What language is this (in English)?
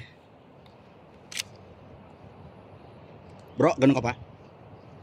Filipino